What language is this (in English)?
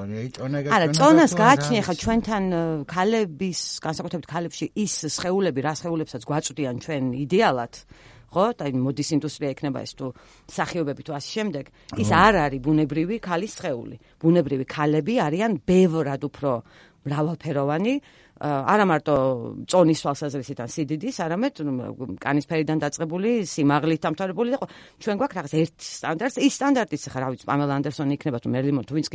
Georgian